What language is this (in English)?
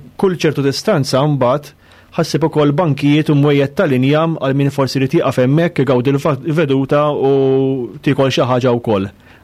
Maltese